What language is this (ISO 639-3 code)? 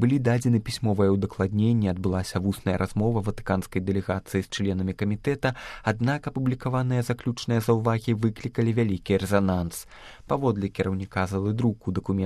bel